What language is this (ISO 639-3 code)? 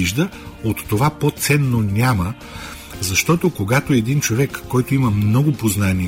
bul